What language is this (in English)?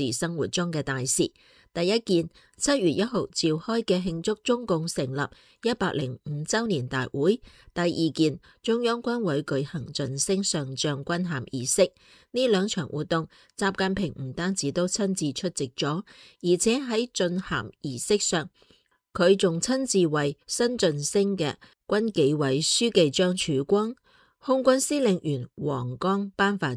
Cantonese